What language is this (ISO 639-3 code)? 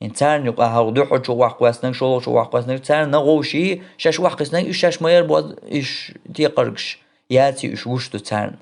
che